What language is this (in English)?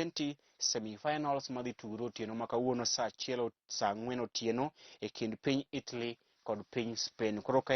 Luo (Kenya and Tanzania)